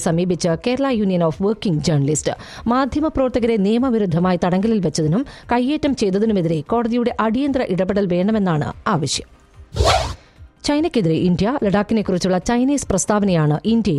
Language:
Malayalam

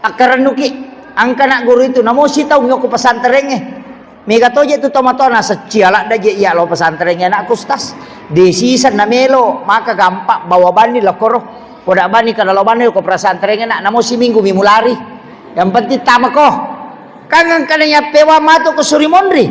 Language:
Buginese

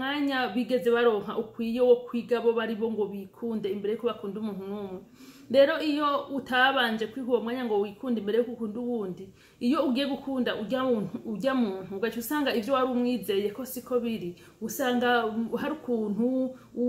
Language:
Rundi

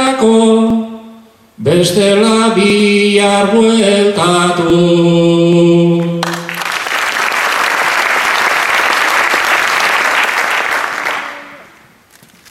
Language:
Basque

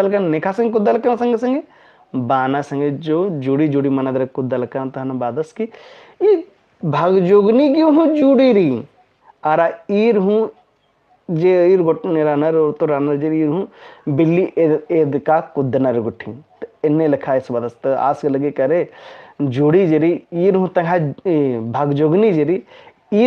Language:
Kurukh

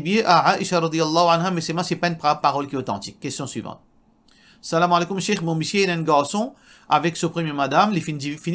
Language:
Morisyen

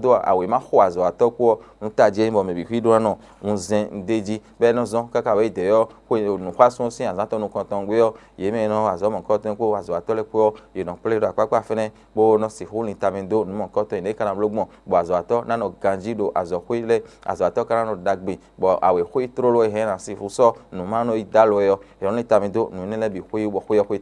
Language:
Fon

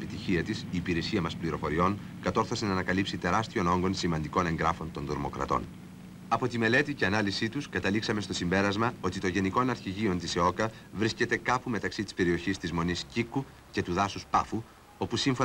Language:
Greek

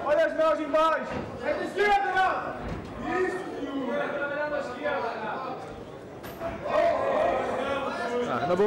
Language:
Portuguese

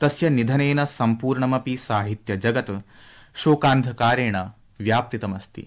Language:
Sanskrit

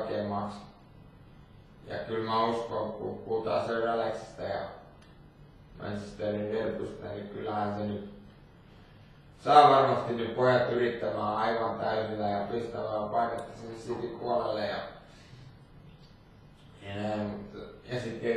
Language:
Finnish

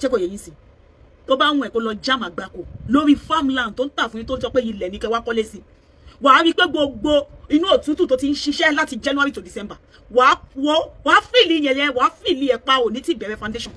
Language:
Yoruba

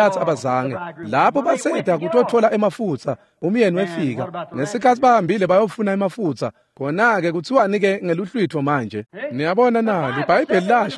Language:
Swati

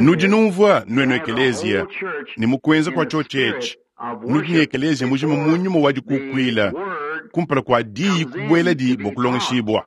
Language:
Luba-Lulua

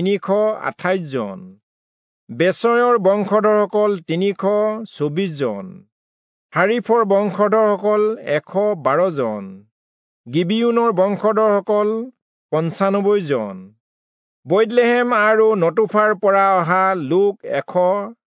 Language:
Assamese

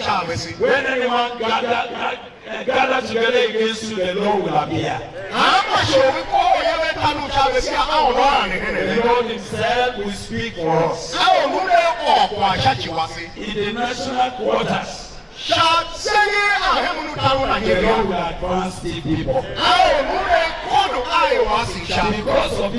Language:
Tiv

